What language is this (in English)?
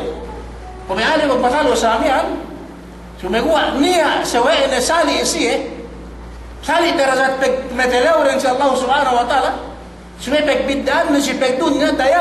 Yakan